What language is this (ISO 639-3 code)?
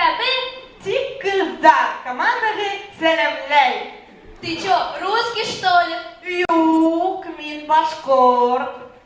bak